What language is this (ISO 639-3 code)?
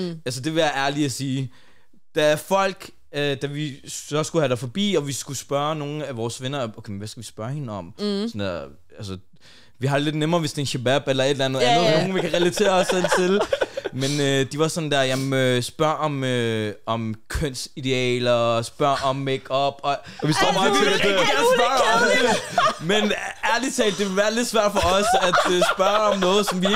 dan